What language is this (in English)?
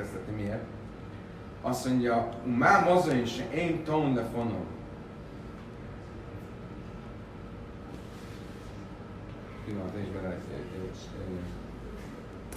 Hungarian